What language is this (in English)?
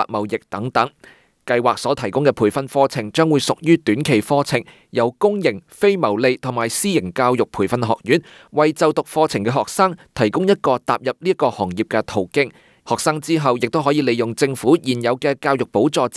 Cantonese